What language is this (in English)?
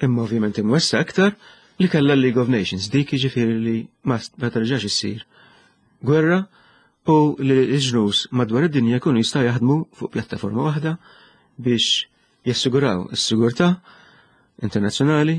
Maltese